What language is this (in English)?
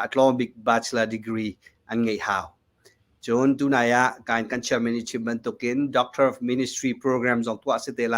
Hakha Chin